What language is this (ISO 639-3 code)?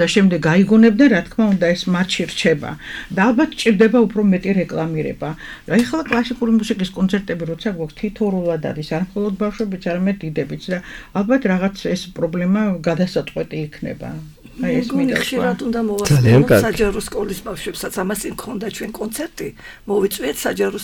kat